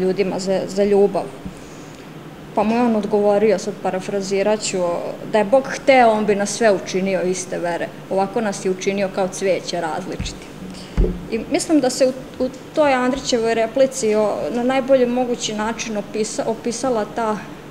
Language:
Serbian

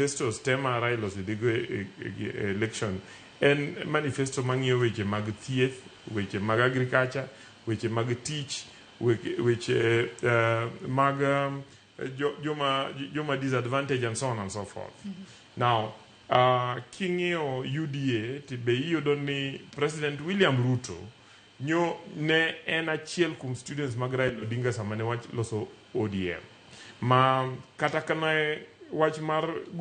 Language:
Luo (Kenya and Tanzania)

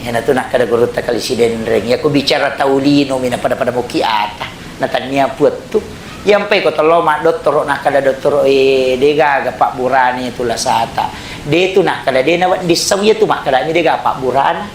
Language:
Buginese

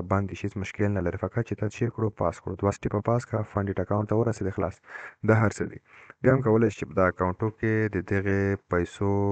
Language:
Pashto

